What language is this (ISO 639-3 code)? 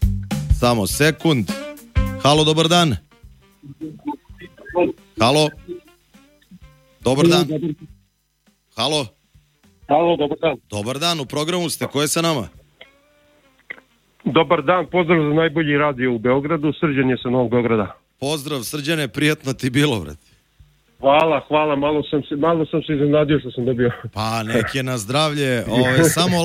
srp